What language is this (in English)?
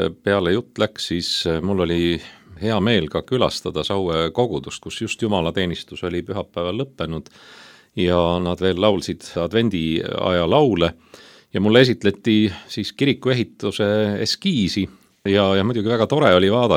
Estonian